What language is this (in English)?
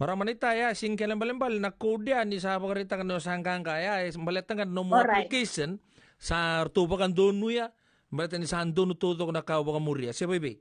Fijian